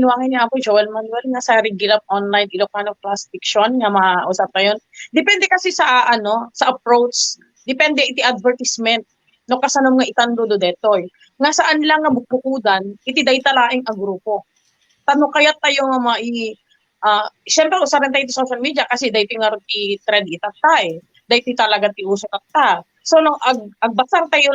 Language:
Iloko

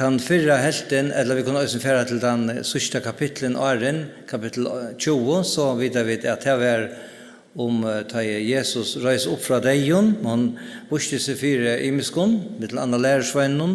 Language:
Faroese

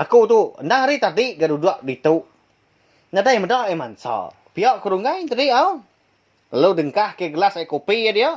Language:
Iban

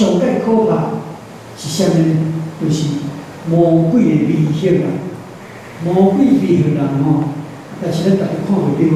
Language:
Min Nan Chinese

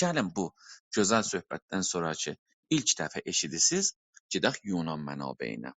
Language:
South Azerbaijani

